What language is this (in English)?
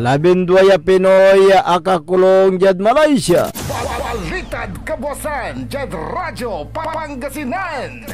Pangasinan